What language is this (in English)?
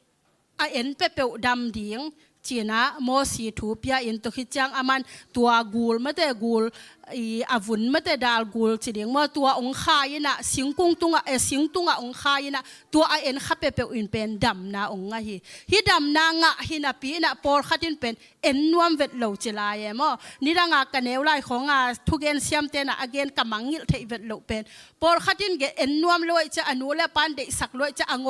Tedim Chin